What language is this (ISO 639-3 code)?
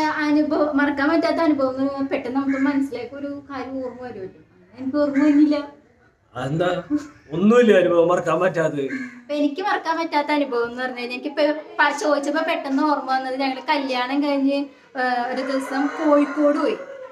mal